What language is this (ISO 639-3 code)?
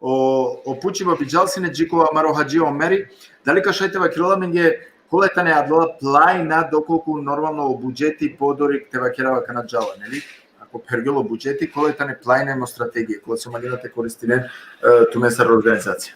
rmn